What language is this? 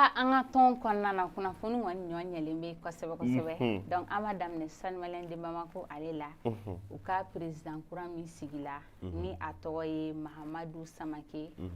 Bambara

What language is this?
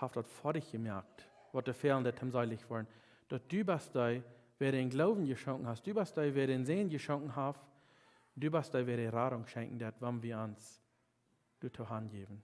Plautdietsch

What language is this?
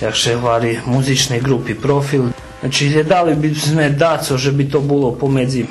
Rusyn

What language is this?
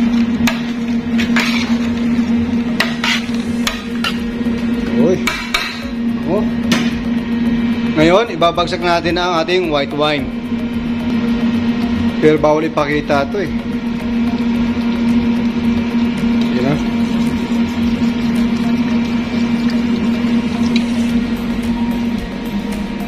Filipino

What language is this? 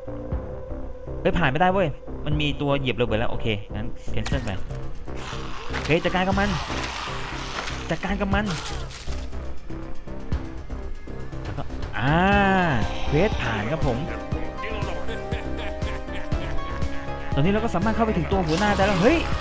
Thai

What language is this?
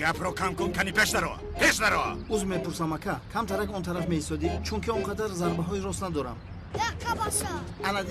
Tajik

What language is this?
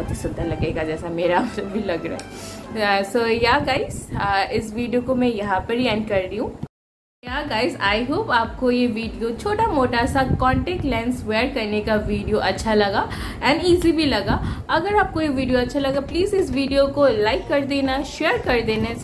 Hindi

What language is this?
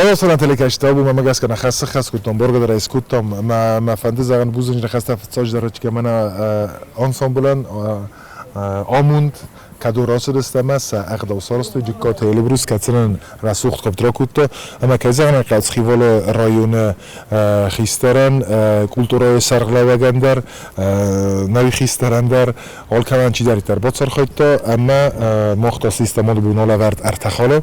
Ossetic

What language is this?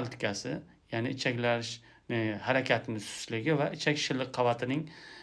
Uzbek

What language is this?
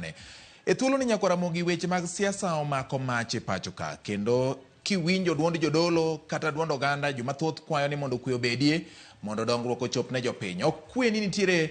Luo (Kenya and Tanzania)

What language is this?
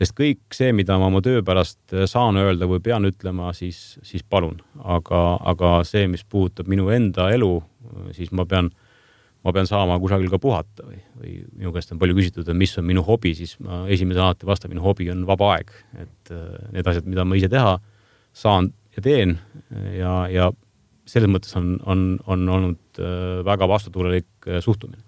Estonian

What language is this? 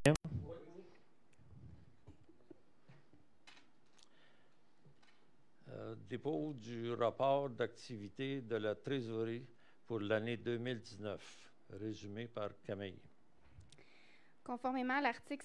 French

